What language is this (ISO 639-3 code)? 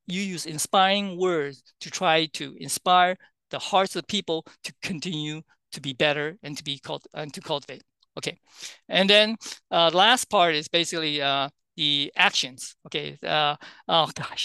eng